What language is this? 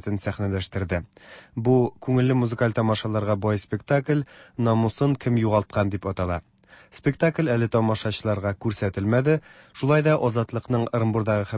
Tatar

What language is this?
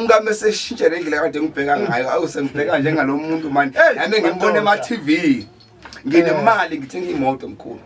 Zulu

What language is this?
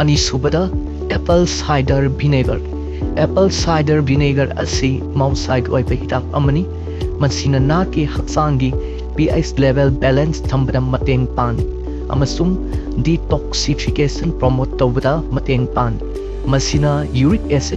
Manipuri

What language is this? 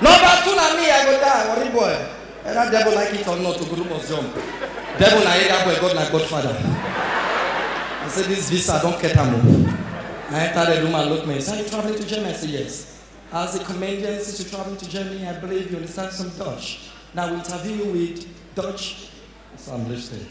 Nigerian Pidgin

